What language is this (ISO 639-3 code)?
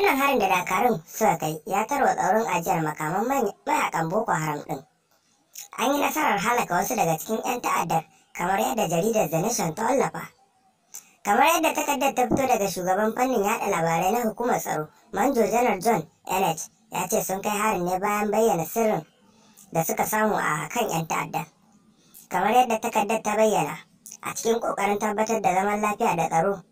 hau